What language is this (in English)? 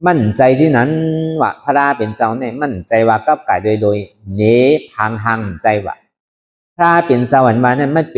Shan